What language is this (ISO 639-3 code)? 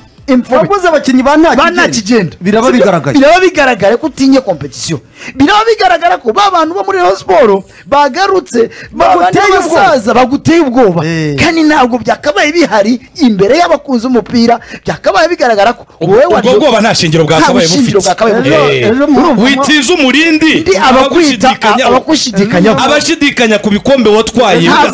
kin